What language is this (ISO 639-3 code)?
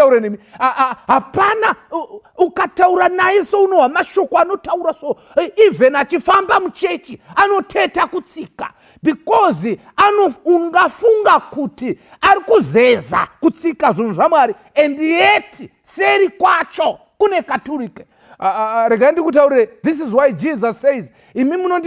sna